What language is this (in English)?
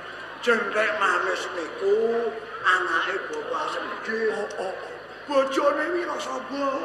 Javanese